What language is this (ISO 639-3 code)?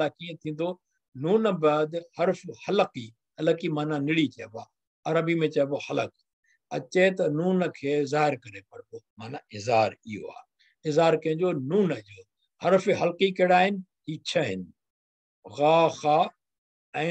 snd